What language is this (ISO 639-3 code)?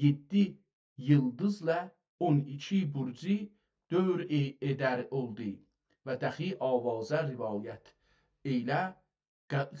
azb